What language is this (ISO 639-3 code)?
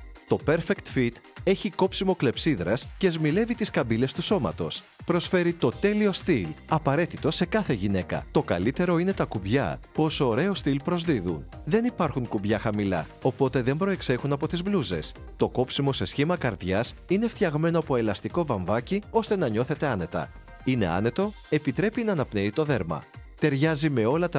ell